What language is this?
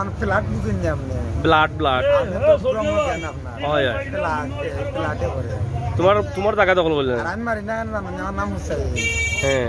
Sylheti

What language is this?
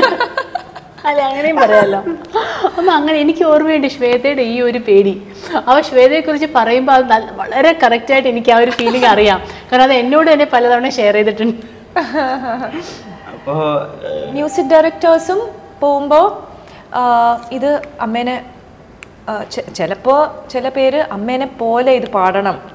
Malayalam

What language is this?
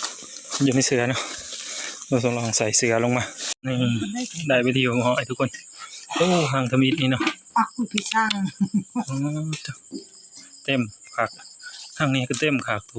Northeastern Thai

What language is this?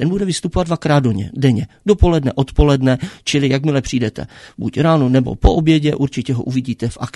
Czech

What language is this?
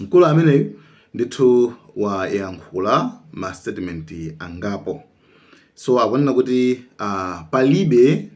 Nyanja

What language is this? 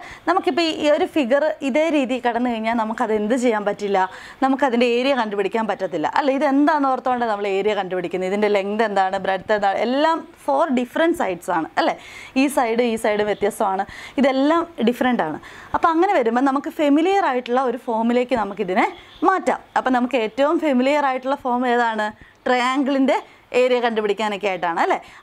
Malayalam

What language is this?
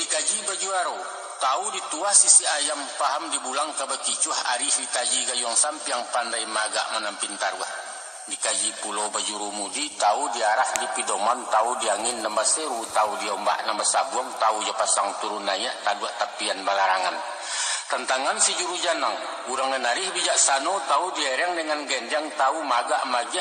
Minangkabau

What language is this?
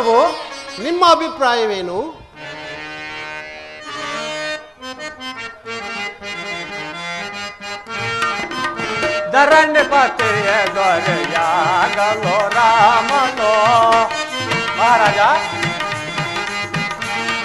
Kannada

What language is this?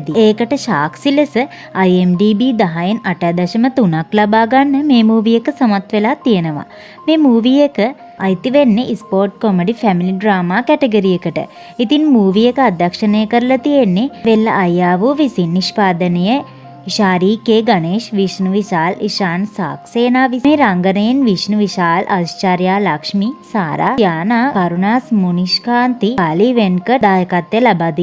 Sinhala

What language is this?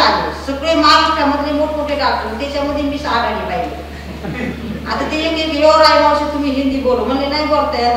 Marathi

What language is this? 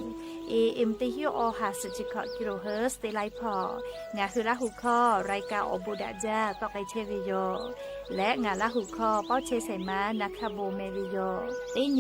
Lahu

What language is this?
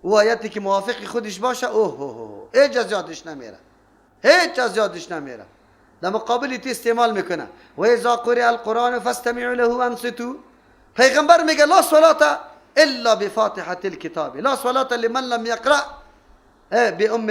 Persian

